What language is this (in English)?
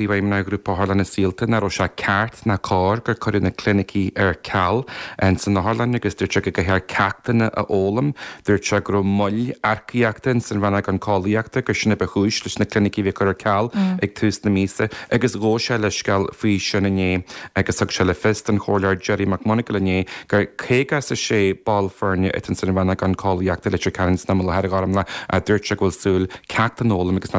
Irish